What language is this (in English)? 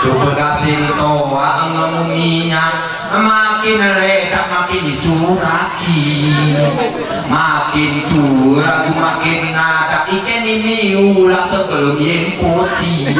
Gayo